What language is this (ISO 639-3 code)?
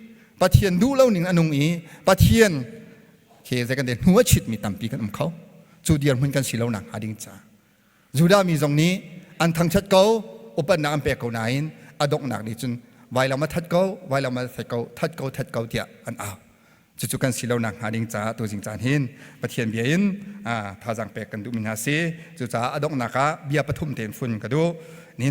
cnh